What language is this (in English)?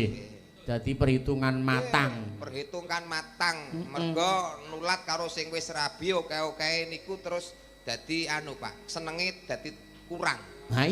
Javanese